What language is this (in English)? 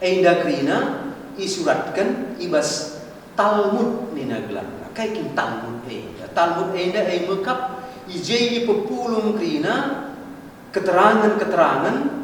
Batak Karo